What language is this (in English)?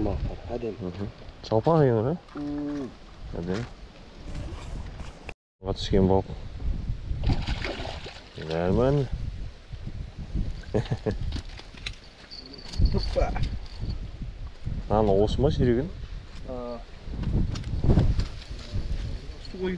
Kazakh